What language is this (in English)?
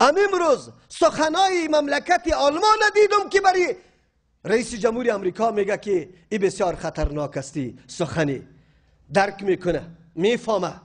Persian